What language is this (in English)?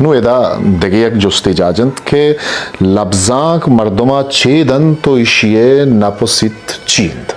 Eastern Balochi